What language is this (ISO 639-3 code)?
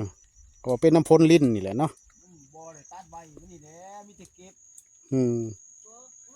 lao